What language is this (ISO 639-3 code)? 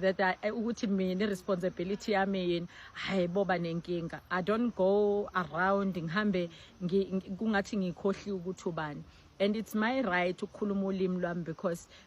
zul